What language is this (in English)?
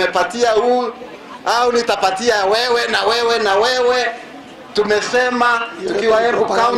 Meru